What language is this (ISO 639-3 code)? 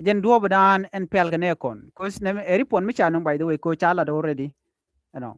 nus